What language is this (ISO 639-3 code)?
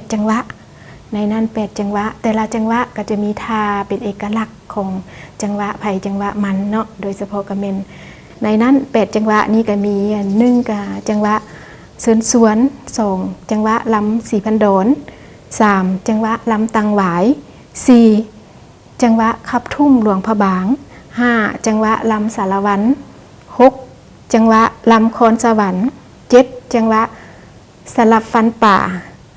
lao